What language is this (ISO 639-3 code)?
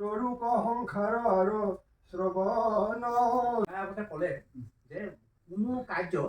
asm